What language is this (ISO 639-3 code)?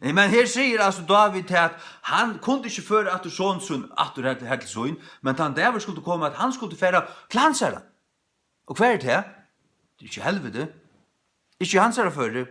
fao